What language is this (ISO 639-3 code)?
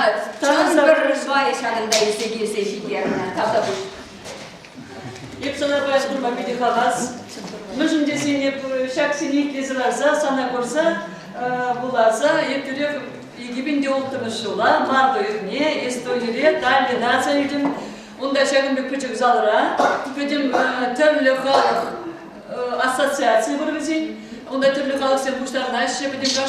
chv